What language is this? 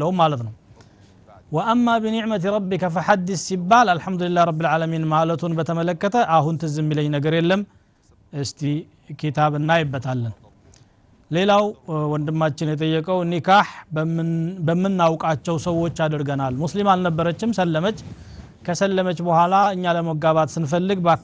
Amharic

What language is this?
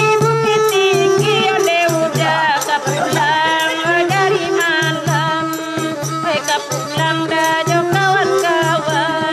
Minangkabau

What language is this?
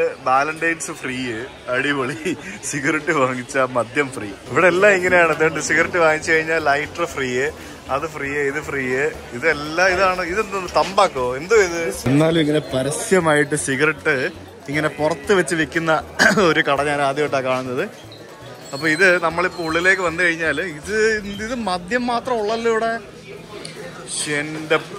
Malayalam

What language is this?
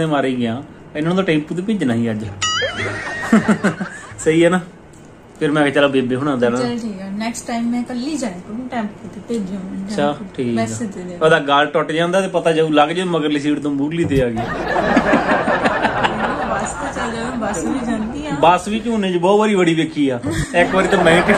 Punjabi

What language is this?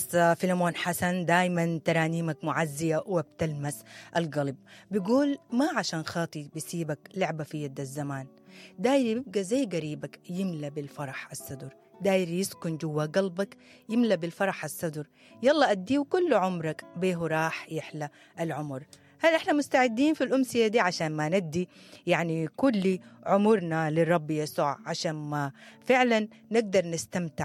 Sudanese Arabic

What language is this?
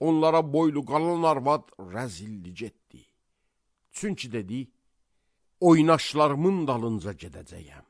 Azerbaijani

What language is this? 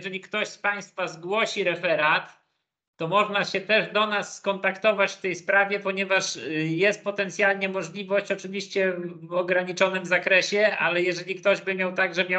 Polish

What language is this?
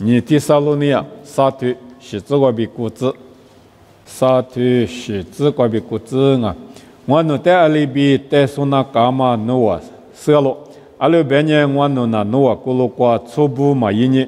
Lisu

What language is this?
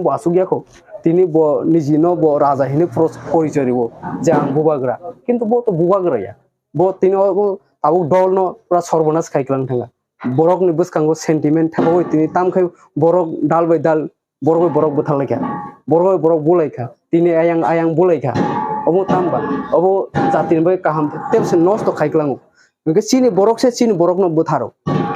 Kok Borok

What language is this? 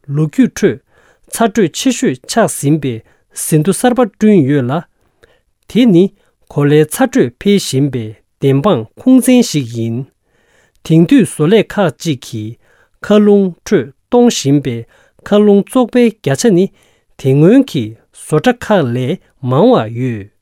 Tibetan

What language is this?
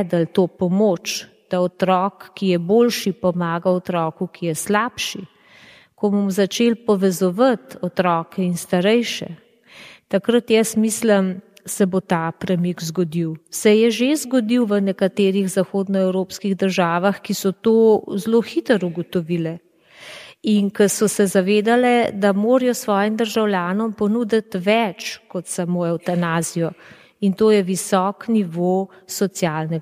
Slovenian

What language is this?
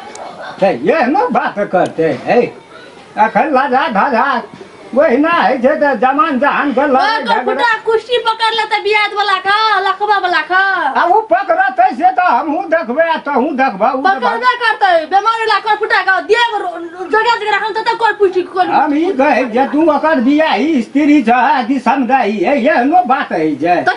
Maithili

